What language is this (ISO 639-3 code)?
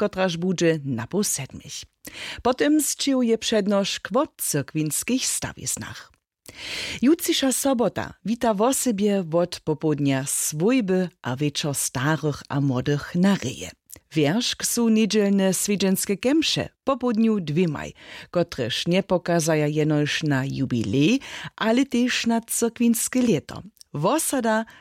hsb